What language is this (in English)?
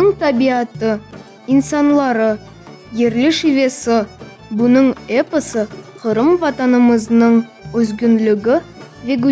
Crimean Tatar